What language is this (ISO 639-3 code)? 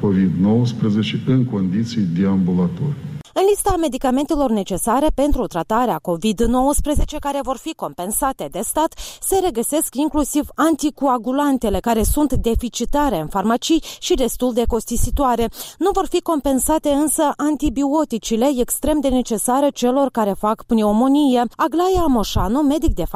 ron